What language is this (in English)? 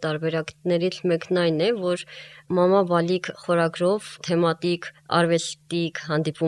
Armenian